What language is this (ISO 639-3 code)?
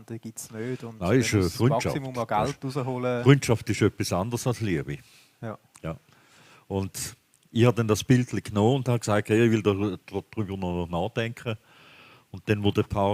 gsw